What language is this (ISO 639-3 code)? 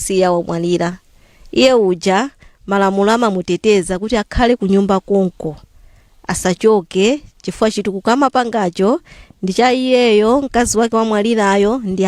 nya